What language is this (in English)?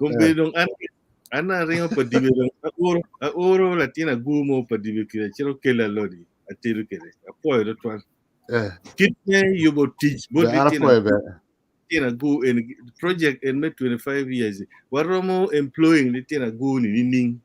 Acoli